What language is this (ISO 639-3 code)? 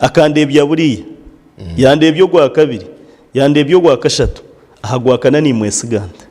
nyn